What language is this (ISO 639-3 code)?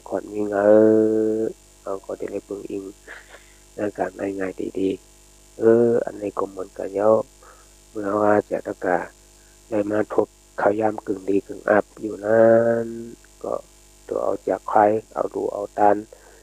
shn